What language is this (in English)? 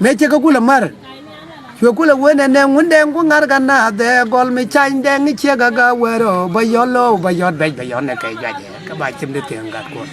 Nuer